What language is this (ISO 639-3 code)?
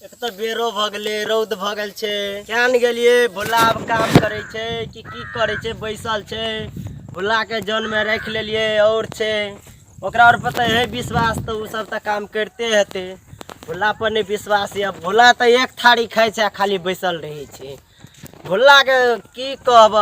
mai